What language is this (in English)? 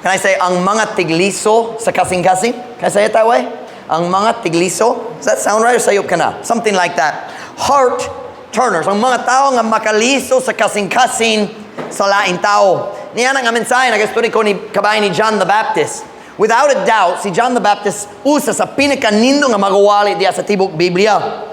Cebuano